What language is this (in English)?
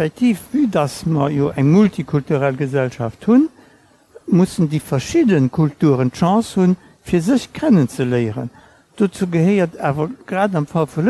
Luxembourgish